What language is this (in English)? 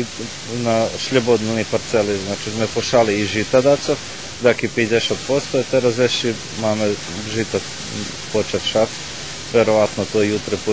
Rusyn